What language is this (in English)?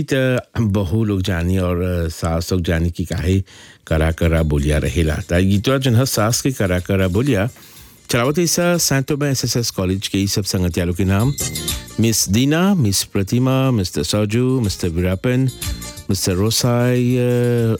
Bhojpuri